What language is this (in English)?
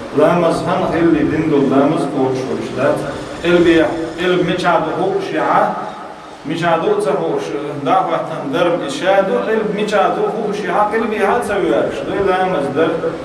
Chechen